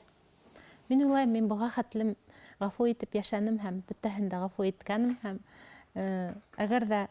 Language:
Bashkir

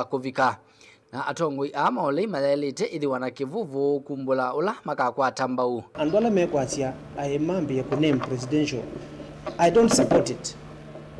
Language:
Kamba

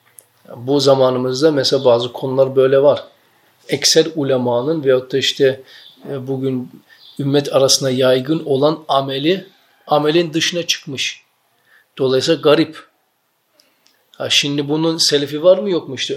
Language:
Turkish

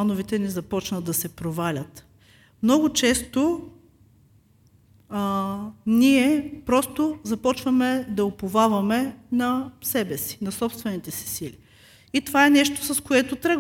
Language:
Bulgarian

